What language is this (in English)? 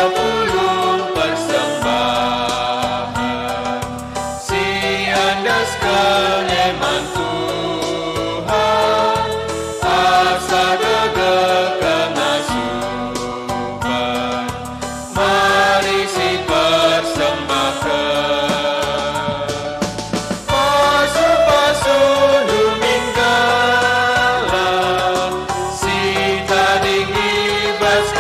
Batak Karo